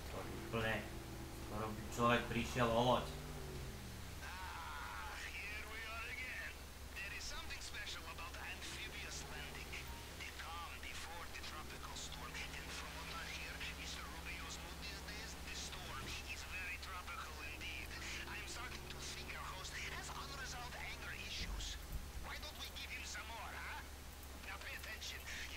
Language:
Slovak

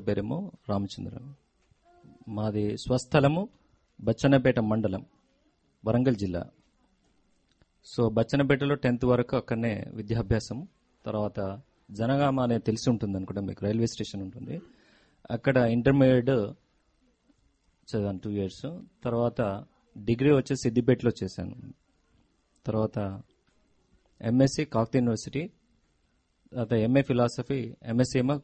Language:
Telugu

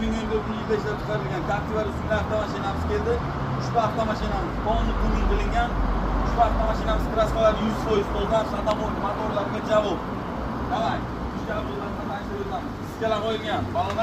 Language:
Uzbek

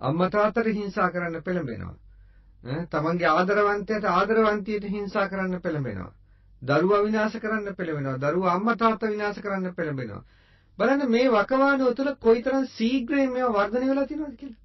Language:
Sinhala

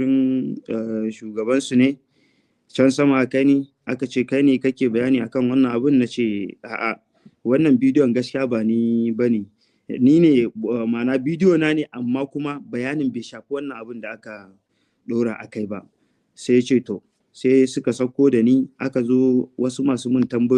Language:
Hausa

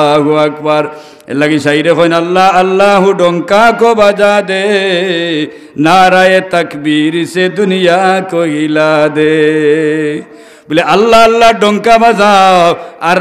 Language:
Sylheti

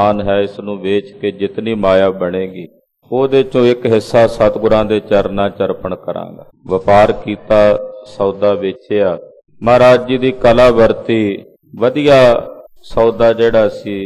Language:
Punjabi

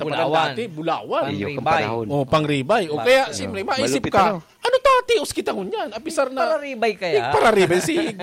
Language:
Bikol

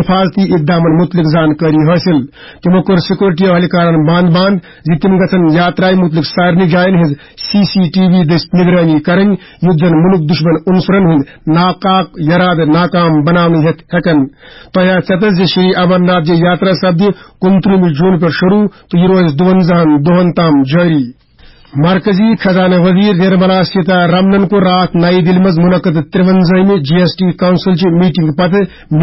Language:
Kashmiri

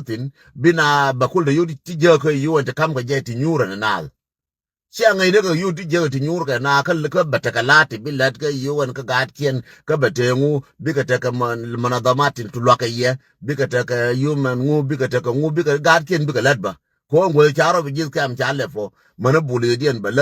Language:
Nuer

